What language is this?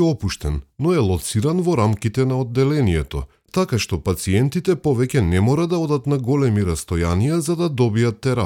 Macedonian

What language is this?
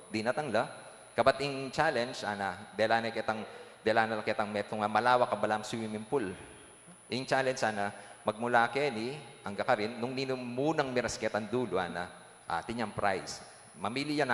Pampanga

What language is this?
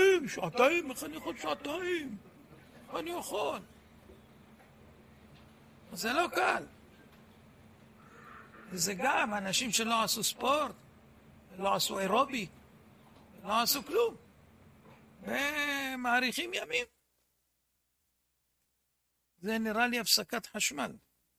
Hebrew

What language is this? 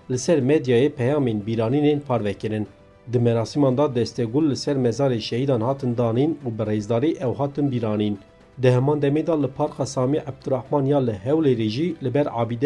Kurdish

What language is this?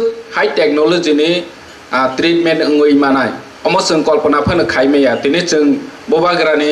Kok Borok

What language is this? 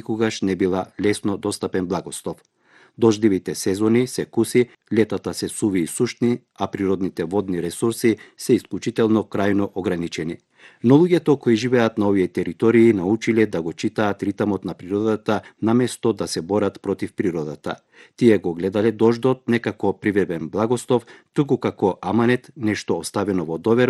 Macedonian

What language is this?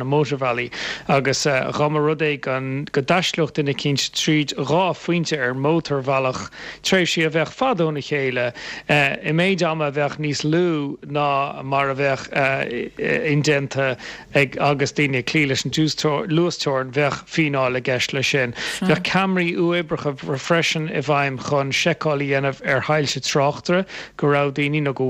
Irish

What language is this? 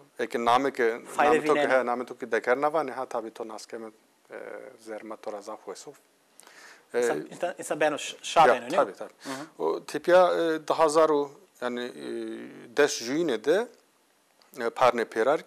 Zaza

